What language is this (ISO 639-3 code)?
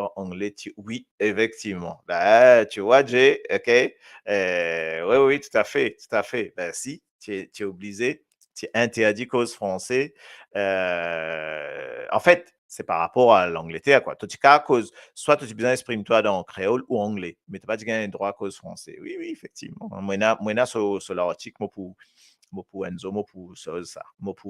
mfe